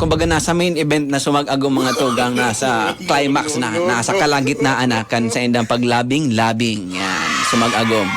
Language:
Bikol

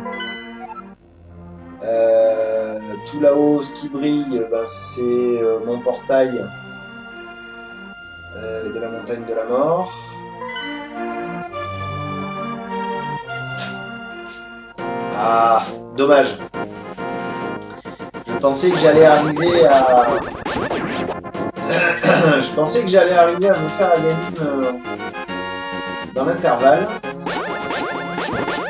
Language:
French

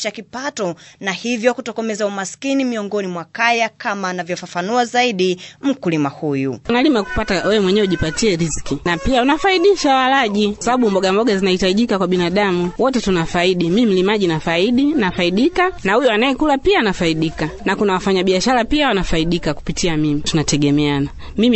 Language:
Swahili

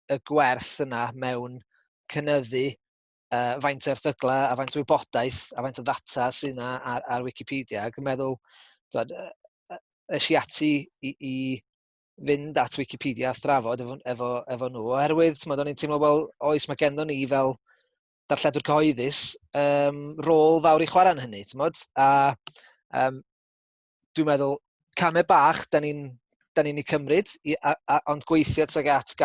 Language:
Welsh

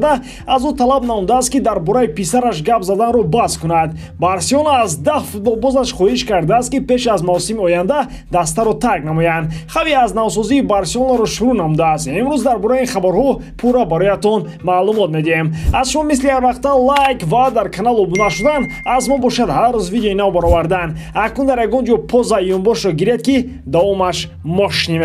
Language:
Tajik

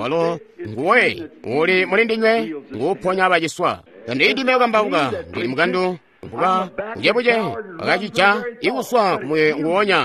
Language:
Tonga (Zambia)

